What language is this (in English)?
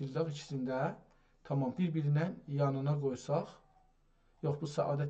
South Azerbaijani